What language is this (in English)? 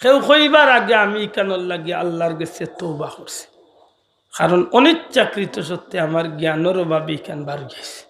Sylheti